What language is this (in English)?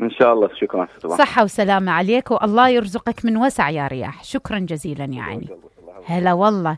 Mesopotamian Arabic